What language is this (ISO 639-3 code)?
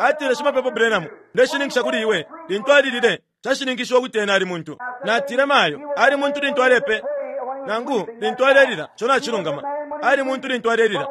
bem